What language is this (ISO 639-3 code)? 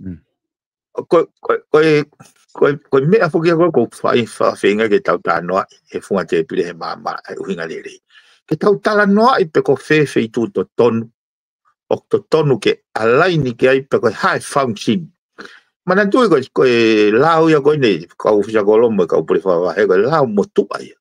ton